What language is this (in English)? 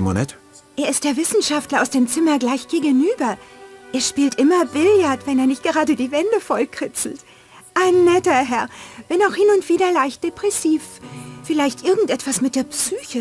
Bavarian